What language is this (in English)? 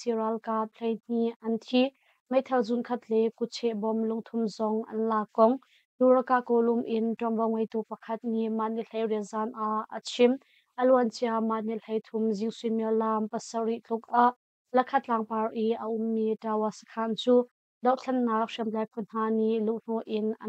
Hakha Chin